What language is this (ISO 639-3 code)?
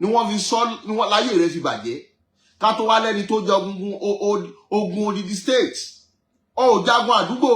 yor